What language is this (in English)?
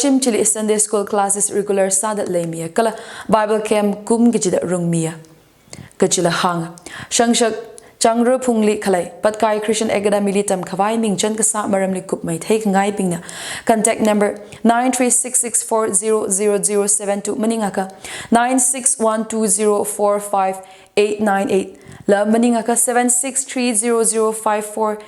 Tangkhul Naga (India)